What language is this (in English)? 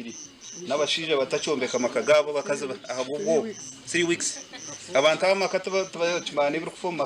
Nyankole